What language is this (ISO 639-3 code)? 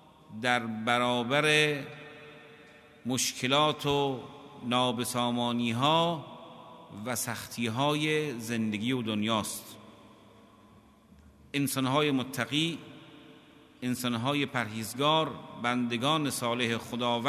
fas